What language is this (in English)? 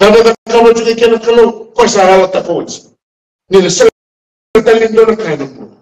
Fijian